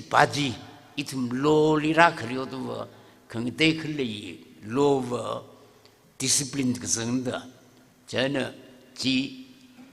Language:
Tangkhul Naga (India)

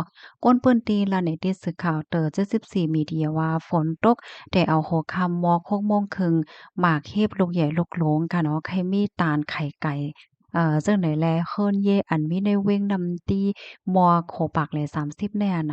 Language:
Shan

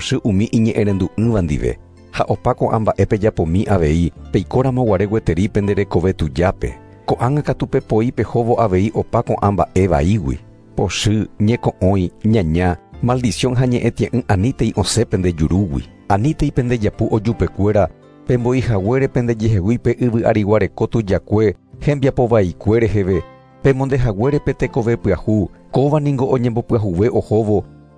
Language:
Guarani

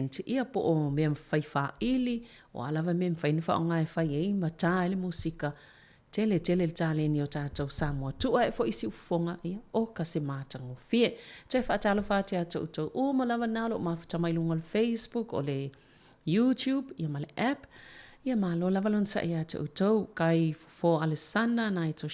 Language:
Samoan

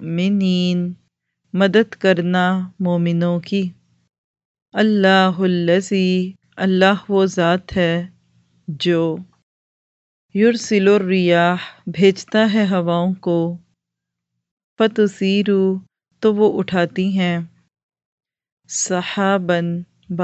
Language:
Urdu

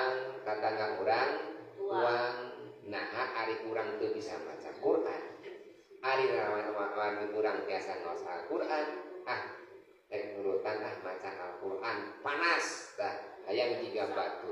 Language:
Sundanese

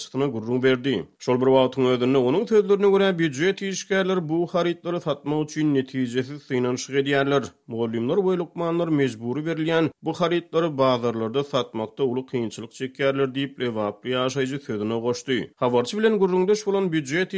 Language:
Turkmen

